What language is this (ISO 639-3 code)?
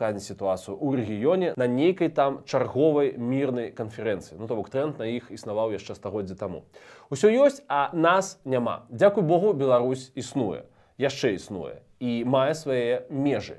bel